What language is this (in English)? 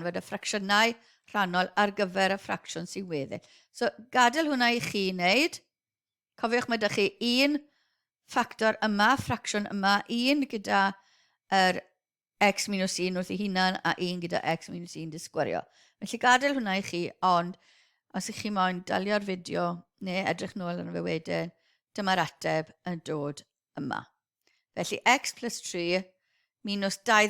Welsh